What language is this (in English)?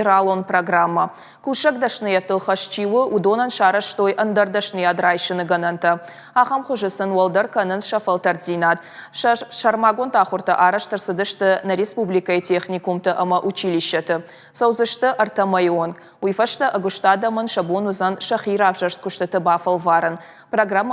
Ossetic